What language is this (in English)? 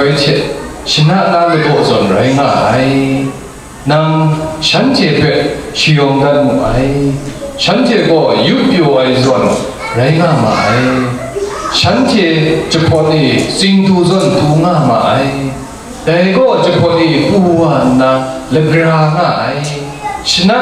Kachin